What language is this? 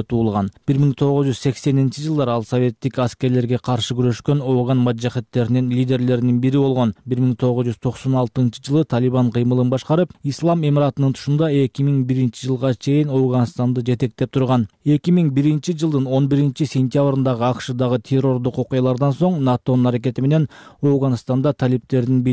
Kyrgyz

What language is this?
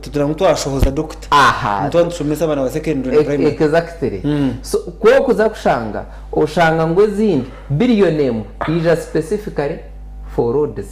Nyankole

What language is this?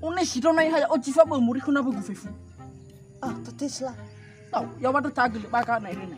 Nias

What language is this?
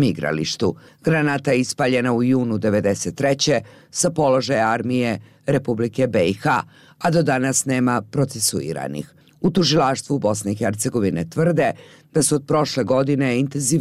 Bosnian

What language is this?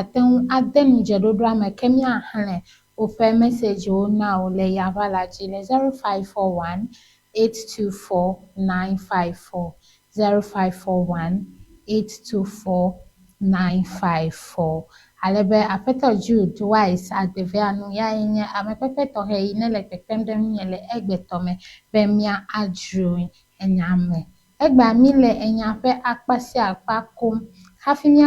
Ewe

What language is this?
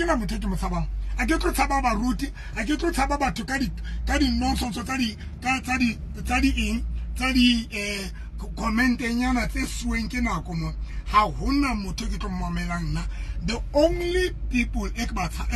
Southern Sotho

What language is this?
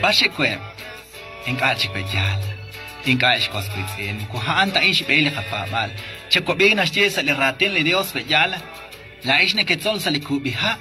Kekchí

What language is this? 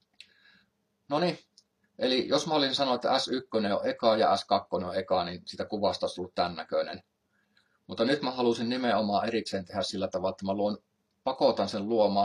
Finnish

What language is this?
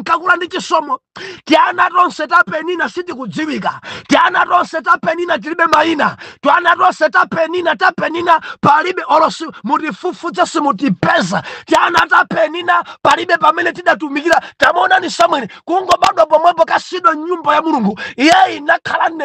Nyanja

